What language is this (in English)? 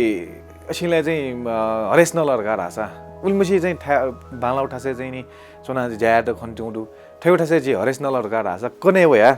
Newari